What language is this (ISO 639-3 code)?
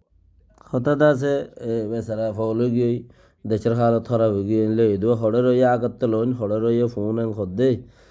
rhg